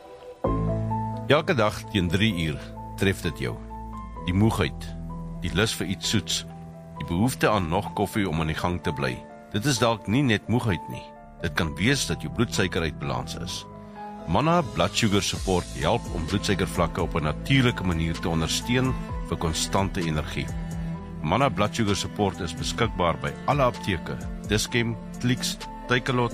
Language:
Afrikaans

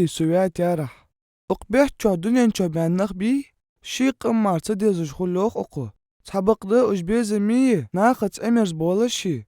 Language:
Ingush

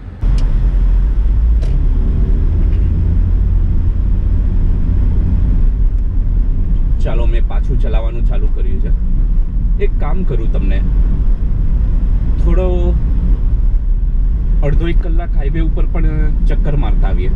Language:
Gujarati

